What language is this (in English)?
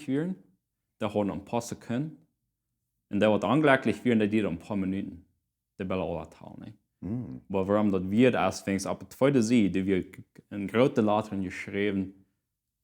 Plautdietsch